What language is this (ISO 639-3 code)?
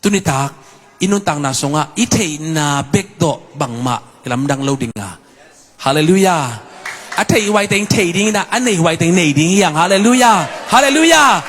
ctd